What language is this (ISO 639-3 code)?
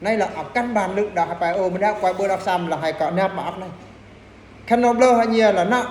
bru